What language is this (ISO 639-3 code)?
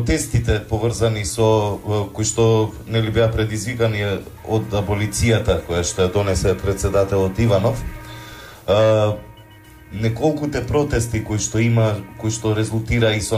mkd